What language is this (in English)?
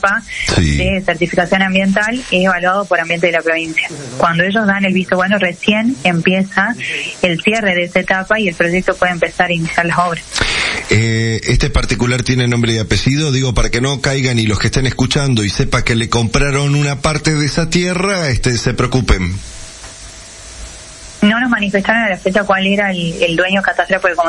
Spanish